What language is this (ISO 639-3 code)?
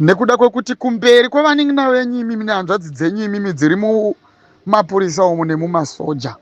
sna